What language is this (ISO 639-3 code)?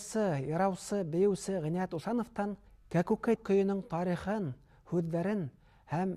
bak